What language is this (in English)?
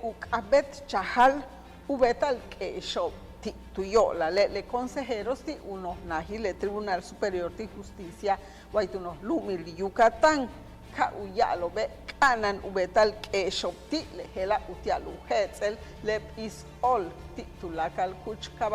Yucateco